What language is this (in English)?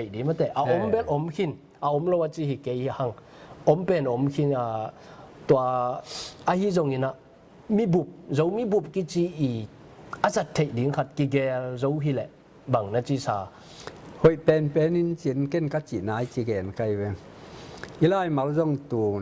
Tedim Chin